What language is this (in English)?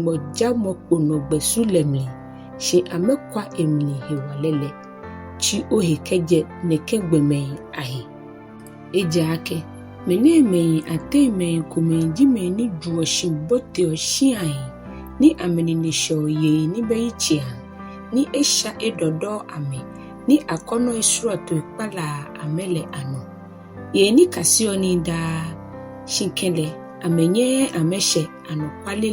Ga